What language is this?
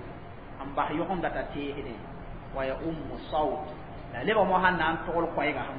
Mossi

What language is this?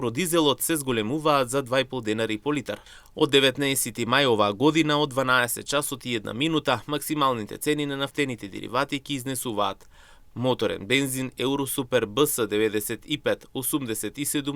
Macedonian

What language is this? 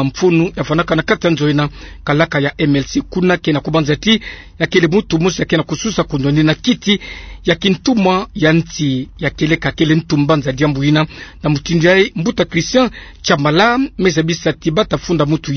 Kituba (Democratic Republic of Congo)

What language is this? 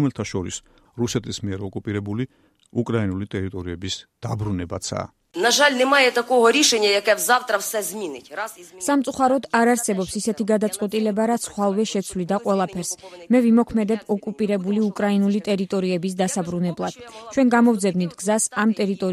Georgian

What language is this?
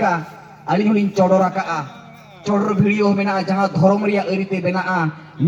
Santali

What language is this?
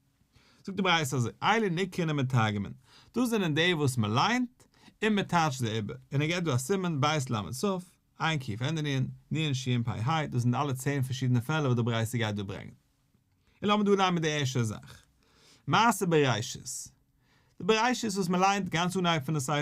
Yiddish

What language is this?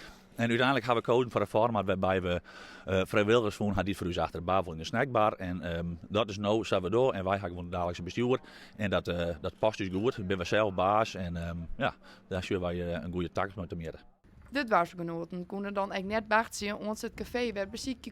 Western Frisian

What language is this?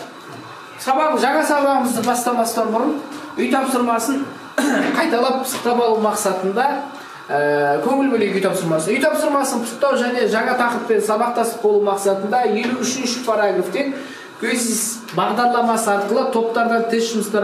Kazakh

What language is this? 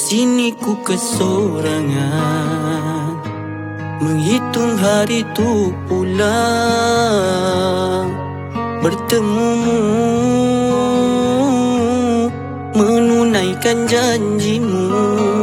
Malay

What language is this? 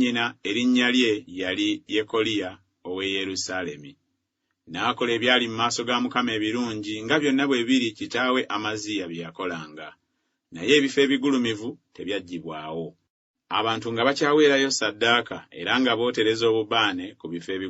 Ganda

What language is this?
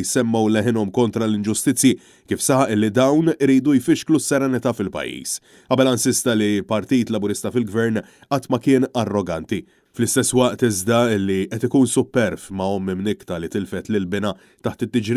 Maltese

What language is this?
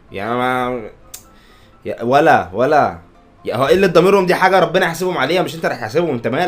Egyptian Arabic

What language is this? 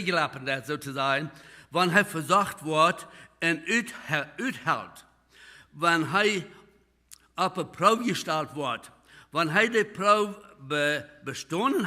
Plautdietsch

